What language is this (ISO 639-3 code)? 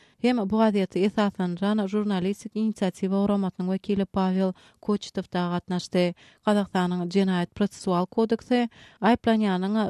tuk